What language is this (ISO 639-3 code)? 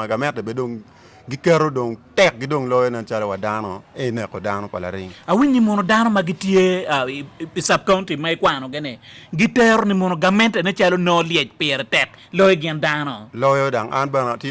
ach